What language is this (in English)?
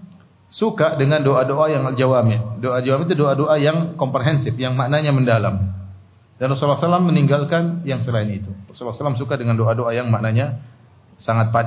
Indonesian